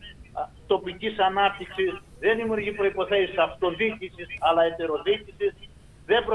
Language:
Greek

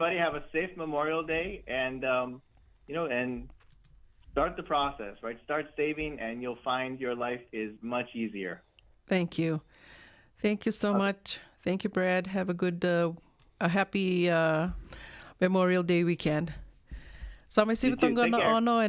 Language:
Fijian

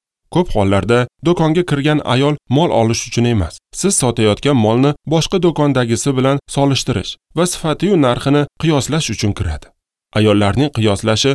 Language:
Uzbek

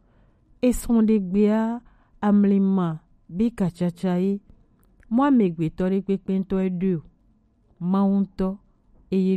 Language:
Gen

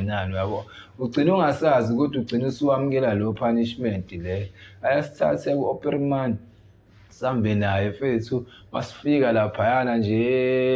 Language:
Zulu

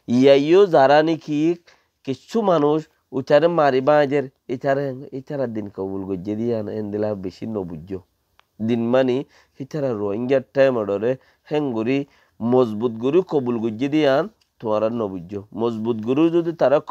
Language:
Rohingya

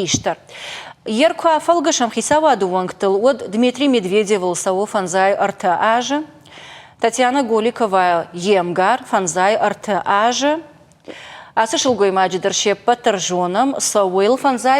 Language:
Ossetic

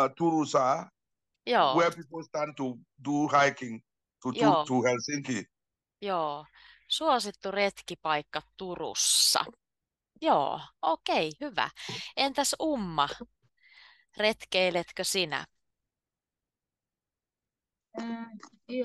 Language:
Finnish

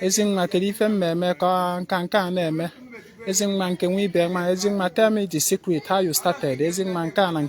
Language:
Igbo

